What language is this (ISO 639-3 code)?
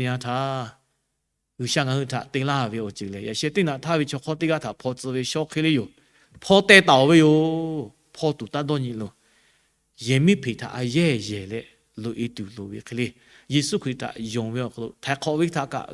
lhu